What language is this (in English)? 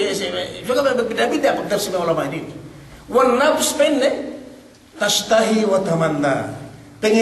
Yakan